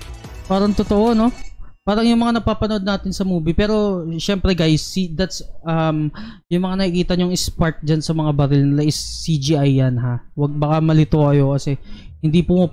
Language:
Filipino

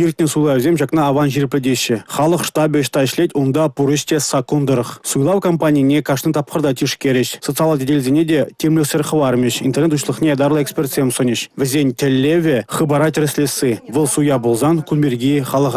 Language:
Chuvash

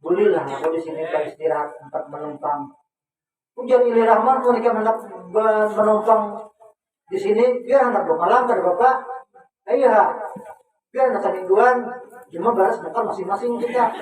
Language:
Banjar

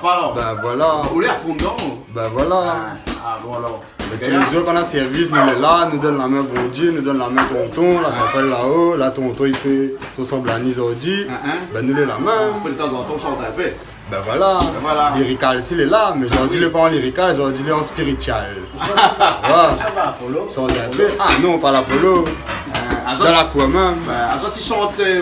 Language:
Réunion Creole French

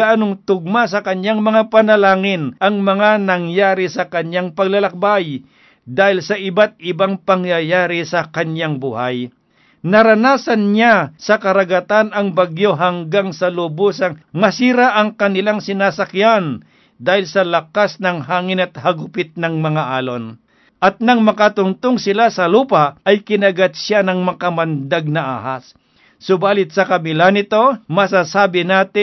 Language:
Filipino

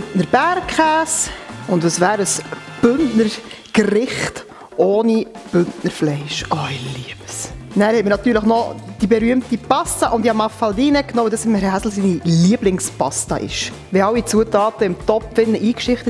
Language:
Swiss German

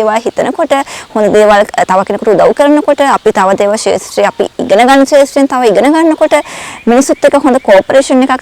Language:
Sinhala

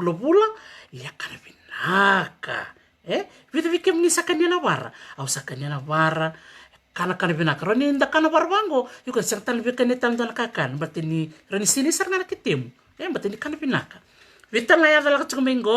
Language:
Fijian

